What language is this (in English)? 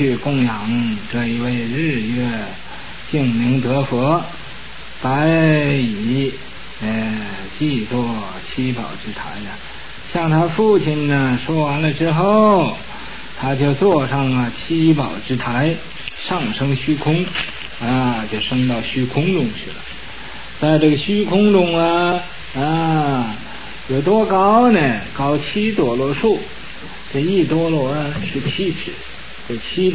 Chinese